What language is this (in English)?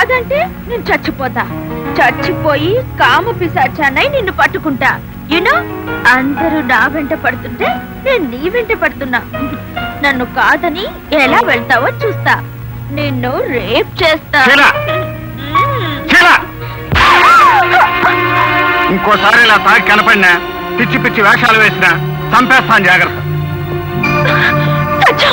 Telugu